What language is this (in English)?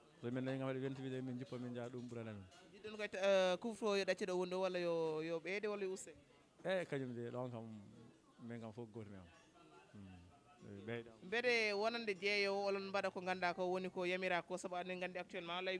Fula